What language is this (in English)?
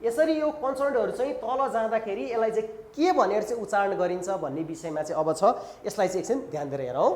Nepali